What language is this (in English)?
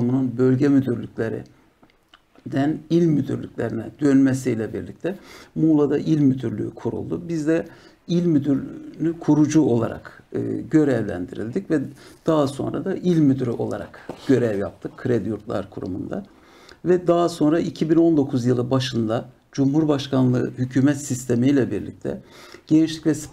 Turkish